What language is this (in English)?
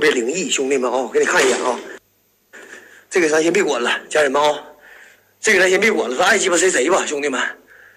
Chinese